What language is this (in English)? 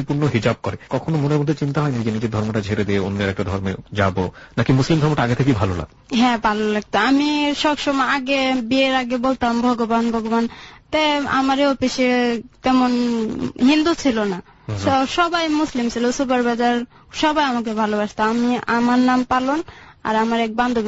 Bangla